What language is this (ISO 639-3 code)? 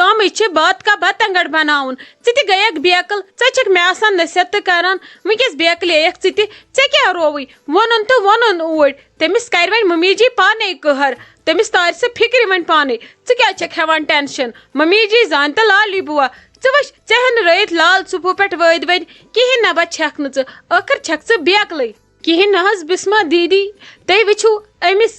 kas